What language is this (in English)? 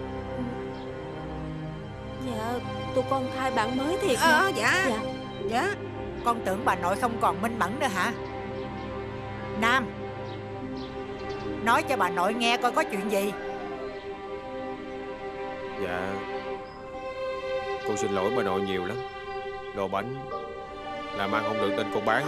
Vietnamese